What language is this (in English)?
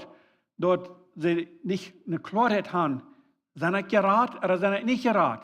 Plautdietsch